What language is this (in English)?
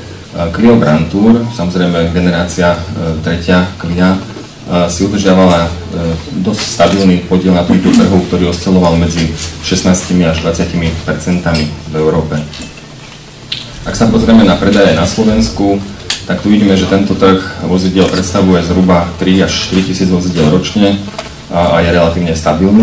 Slovak